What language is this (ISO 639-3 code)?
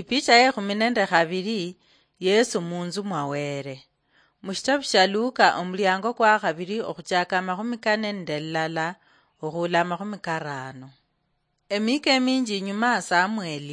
luy